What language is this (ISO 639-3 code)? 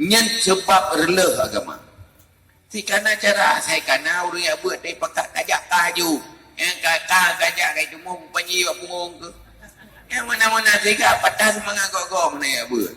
ace